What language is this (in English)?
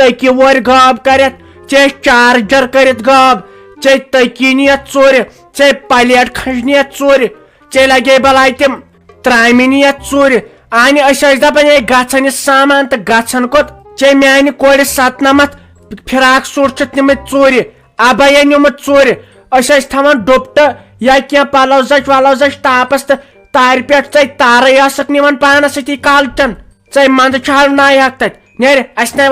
Kashmiri